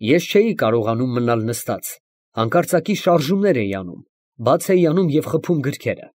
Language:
Armenian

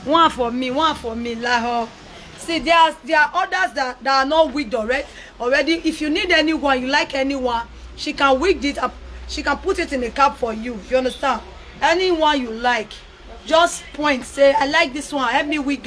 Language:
Nigerian Pidgin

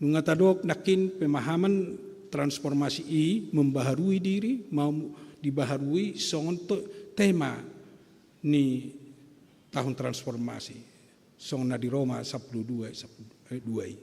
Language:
Batak Toba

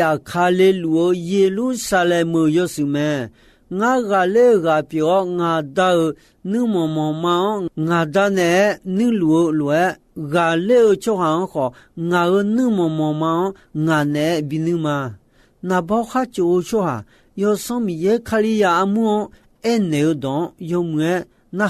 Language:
Akha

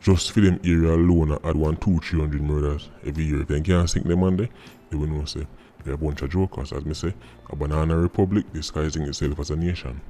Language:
Jamaican Creole English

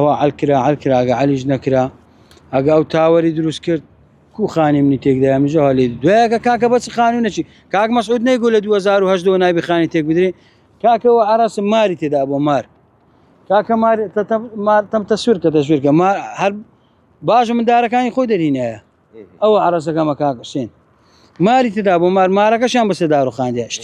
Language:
Central Kurdish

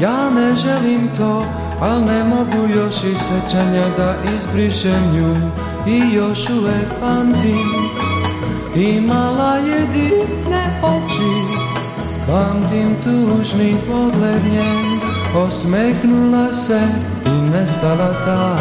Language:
Croatian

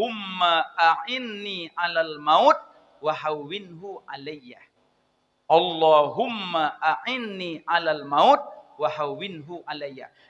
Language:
Achinese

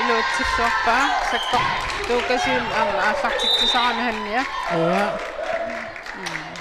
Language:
Kalaallisut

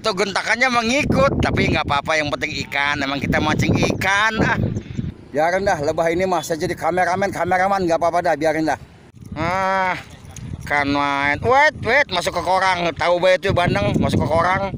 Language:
Betawi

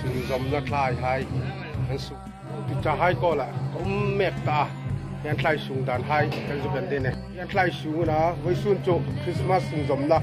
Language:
Hmar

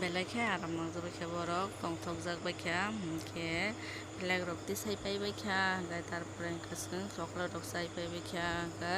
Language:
Kok Borok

